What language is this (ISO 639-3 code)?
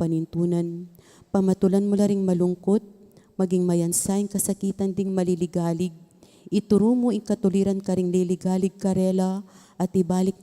pam